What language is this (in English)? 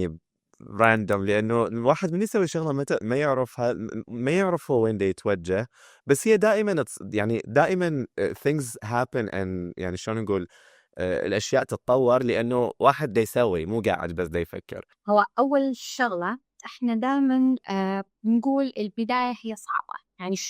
Mesopotamian Arabic